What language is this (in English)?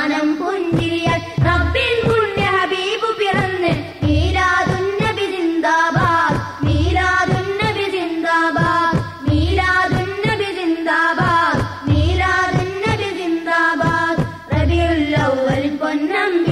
Malayalam